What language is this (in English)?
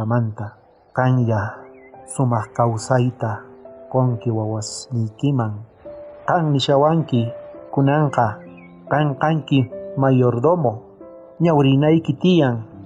South Bolivian Quechua